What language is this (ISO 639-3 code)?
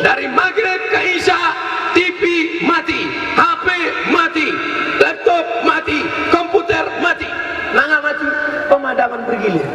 min